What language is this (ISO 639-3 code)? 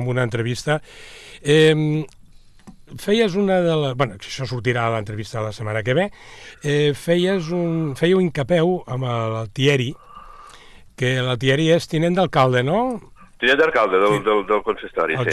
cat